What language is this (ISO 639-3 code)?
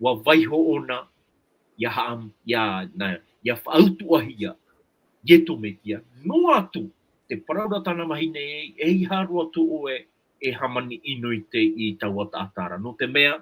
tah